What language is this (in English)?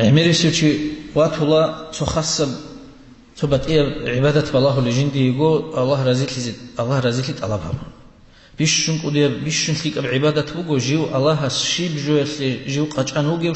Avaric